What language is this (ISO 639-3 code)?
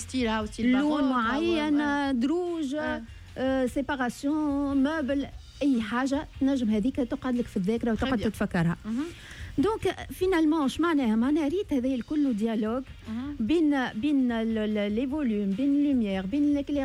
aeb